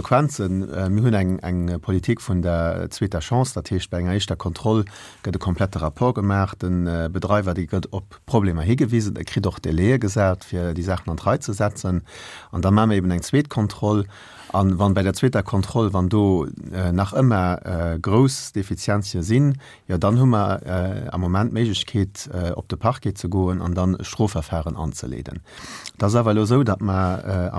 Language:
Luxembourgish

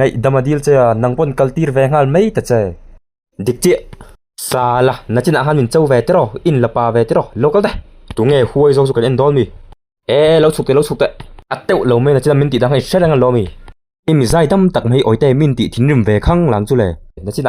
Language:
Mizo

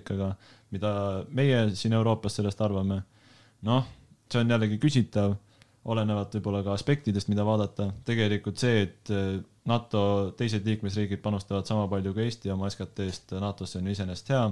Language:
Estonian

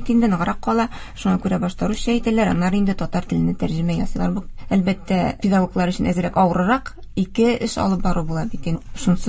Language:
Tatar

